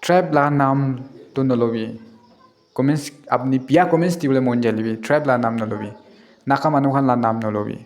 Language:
Naga Pidgin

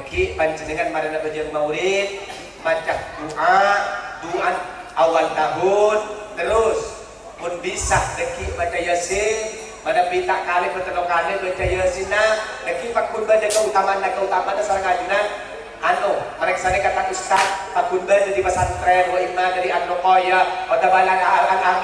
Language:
Madurese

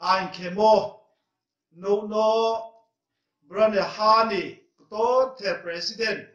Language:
Riang (India)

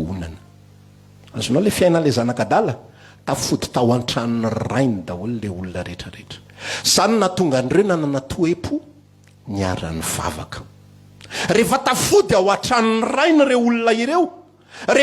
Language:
Malagasy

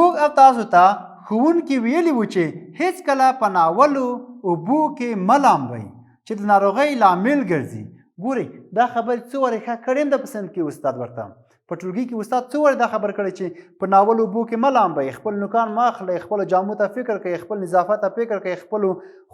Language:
Pashto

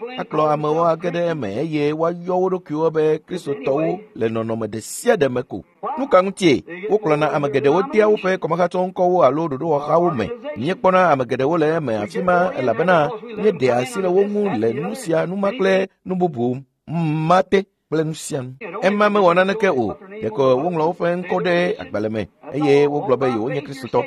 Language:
Ewe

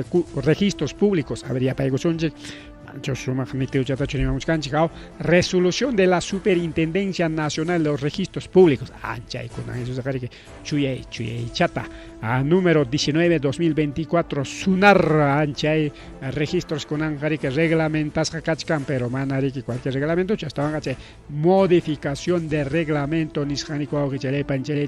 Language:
Ayacucho Quechua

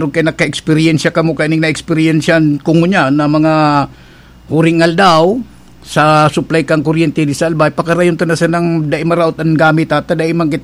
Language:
Bikol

